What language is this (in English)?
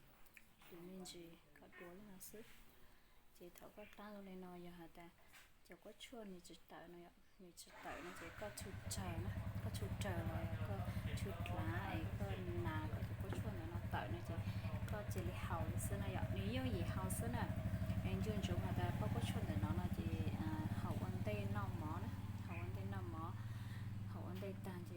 Hmong